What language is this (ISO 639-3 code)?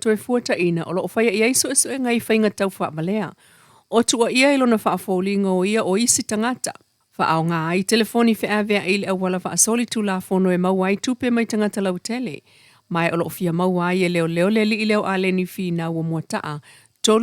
smo